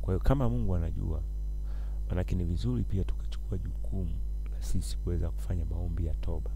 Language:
Swahili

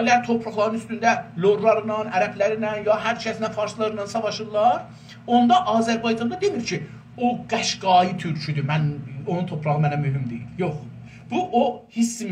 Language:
South Azerbaijani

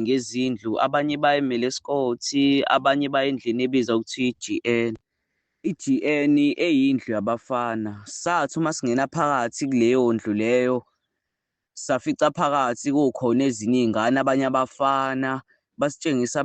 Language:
Zulu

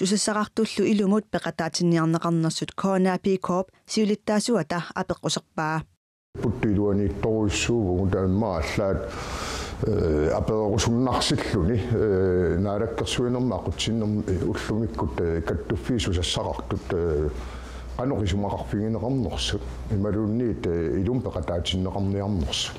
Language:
Kalaallisut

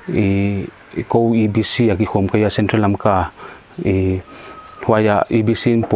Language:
Paite Chin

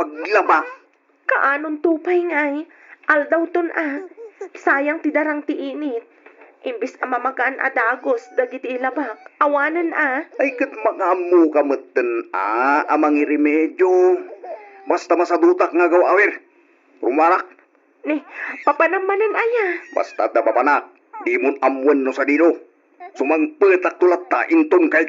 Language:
Iloko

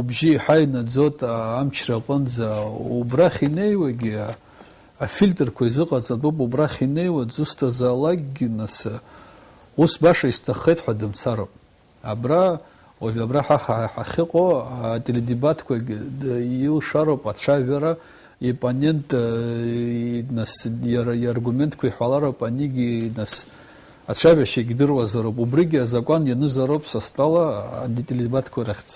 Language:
Abkhazian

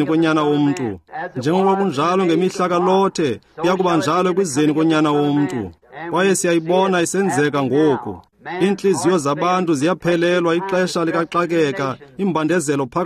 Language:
Xhosa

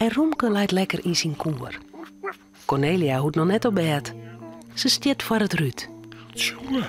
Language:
Western Frisian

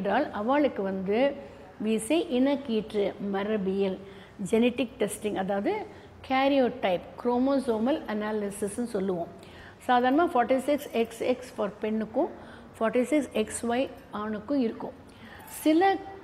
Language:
Tamil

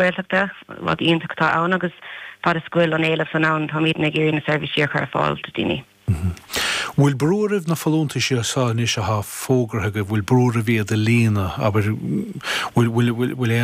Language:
Irish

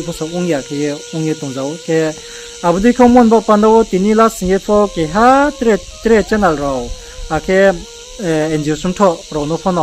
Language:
Riang (India)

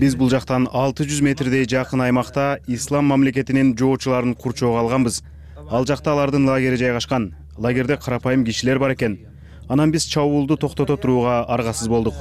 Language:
Kyrgyz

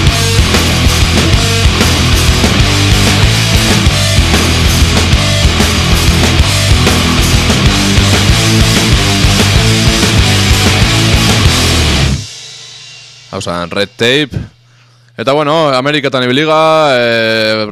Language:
Basque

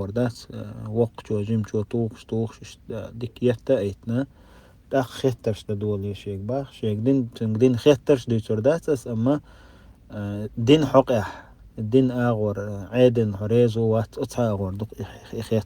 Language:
Chechen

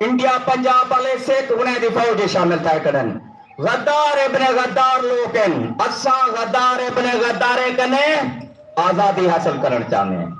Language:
Saraiki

